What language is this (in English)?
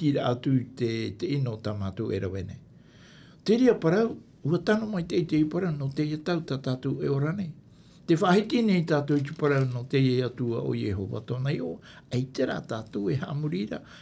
Tahitian